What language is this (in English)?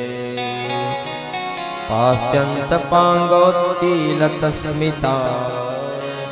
Gujarati